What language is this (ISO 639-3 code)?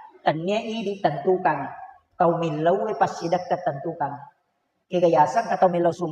bug